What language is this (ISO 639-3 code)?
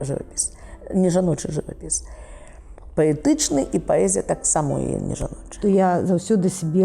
bel